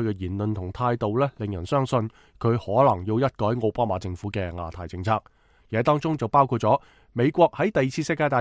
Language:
Cantonese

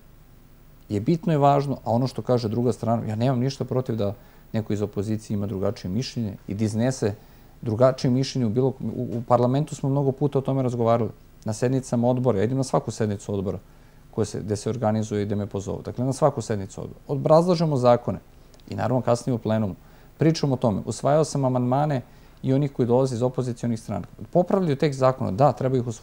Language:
Serbian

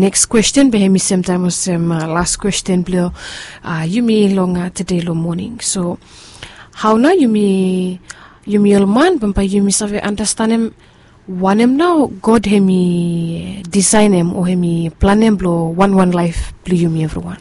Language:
Bislama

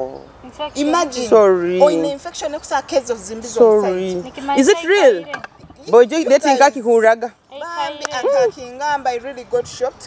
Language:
Nyoro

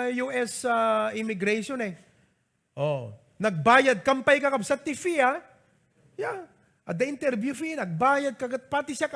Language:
Iloko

